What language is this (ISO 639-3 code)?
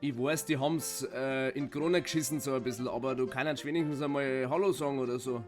bar